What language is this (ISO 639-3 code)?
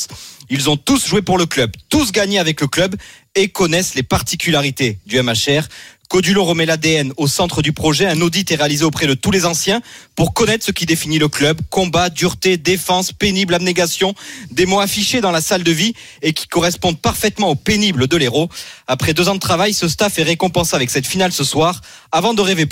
fra